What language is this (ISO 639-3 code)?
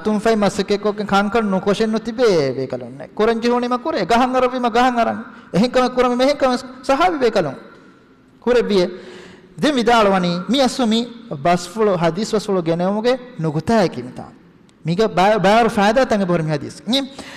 div